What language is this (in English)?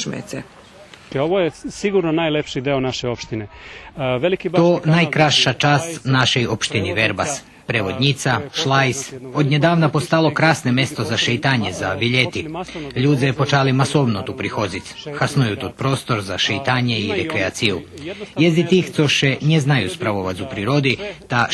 Rusyn